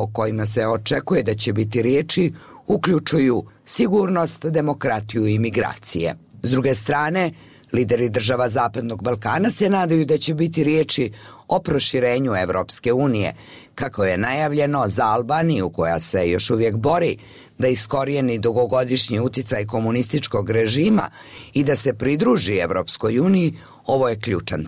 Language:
Bosnian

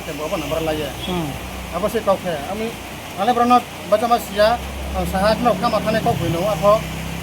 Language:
Riang (India)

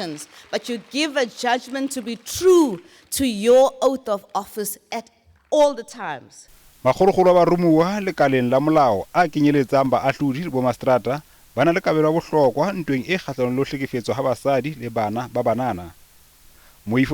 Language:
Southern Sotho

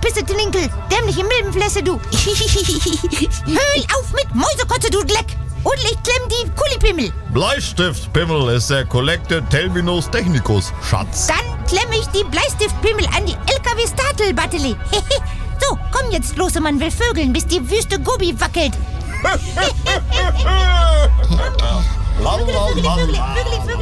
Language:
German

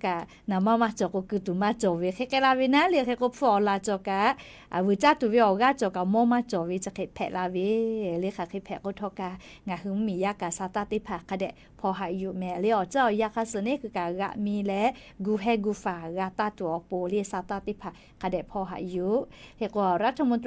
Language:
Lahu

